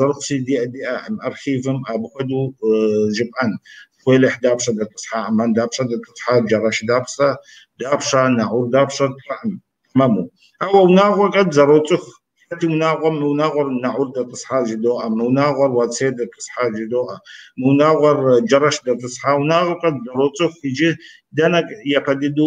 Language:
Kabardian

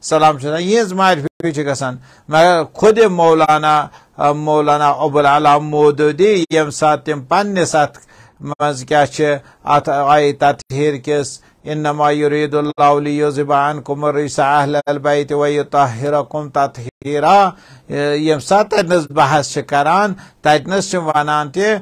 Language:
Kashmiri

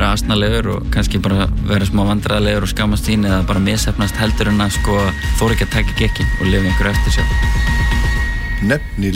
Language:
Icelandic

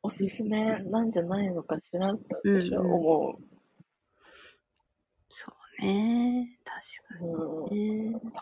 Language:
Japanese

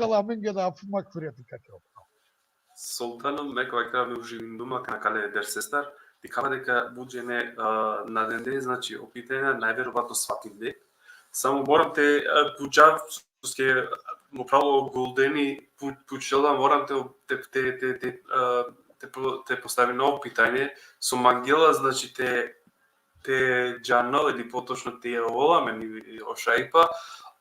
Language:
Balkan Romani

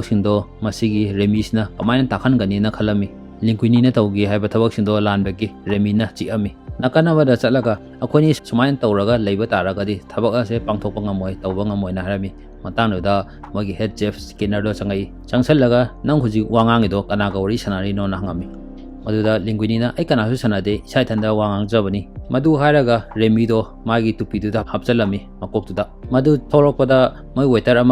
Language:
Manipuri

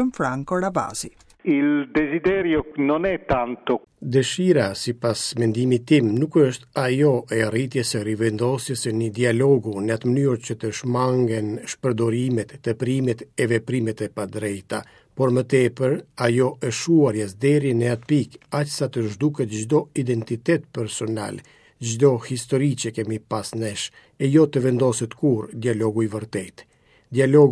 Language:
Albanian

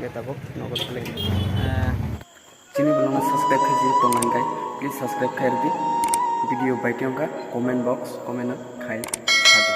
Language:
Kok Borok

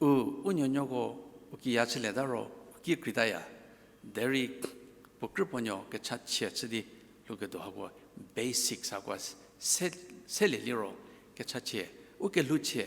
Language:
Angami Naga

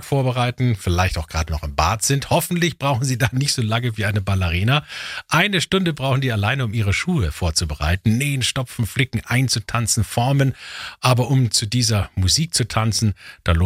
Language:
German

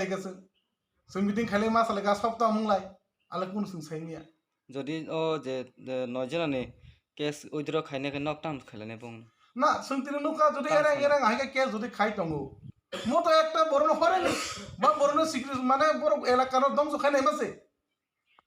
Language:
Kok Borok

